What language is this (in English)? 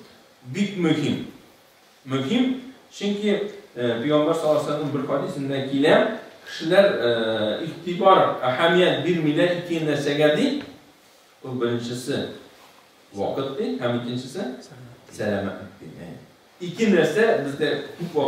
Tatar